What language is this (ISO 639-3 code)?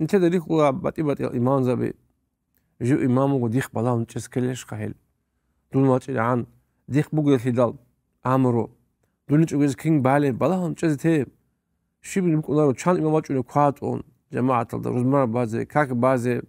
ava